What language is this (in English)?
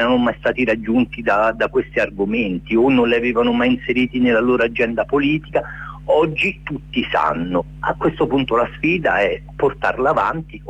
Italian